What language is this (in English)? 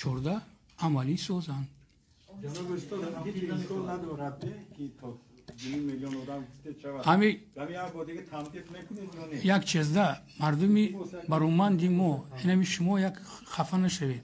Tajik